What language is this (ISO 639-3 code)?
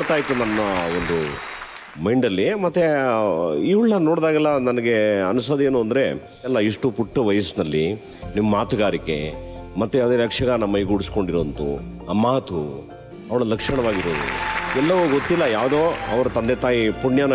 kan